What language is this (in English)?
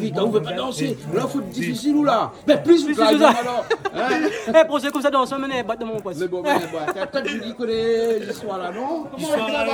Réunion Creole French